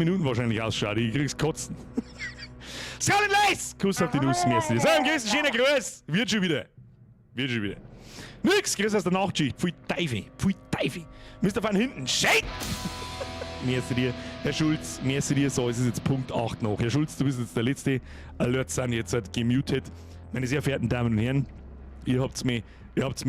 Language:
Bavarian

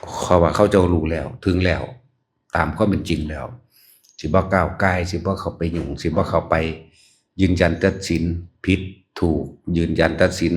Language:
Northeastern Thai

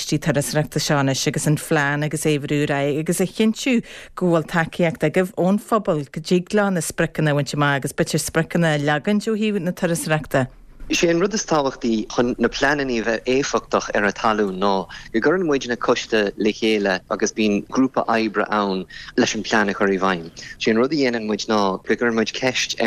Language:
Irish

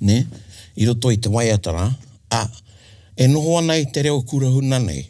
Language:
Māori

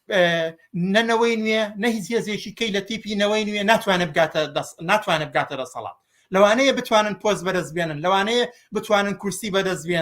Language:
Central Kurdish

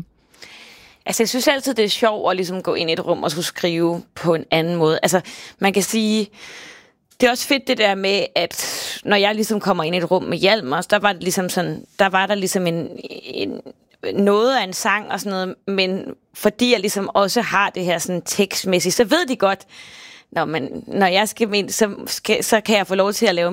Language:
Danish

